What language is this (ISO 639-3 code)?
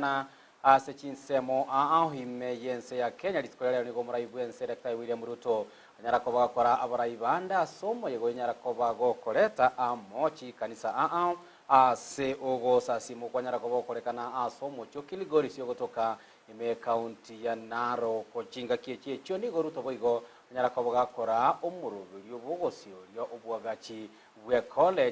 guz